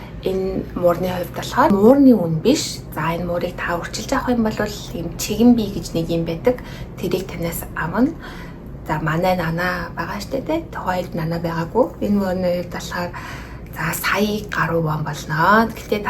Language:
Mongolian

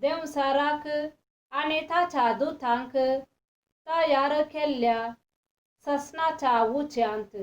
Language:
Konkani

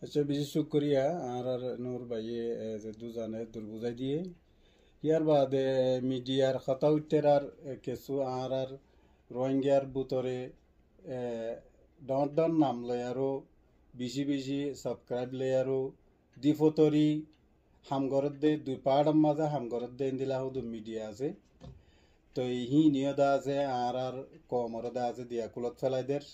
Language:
Rohingya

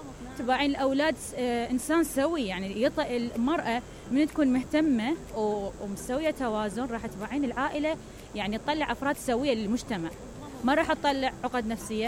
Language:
Mesopotamian Arabic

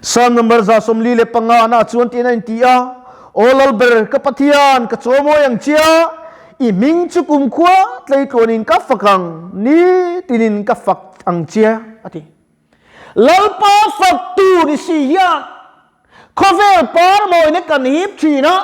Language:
Mizo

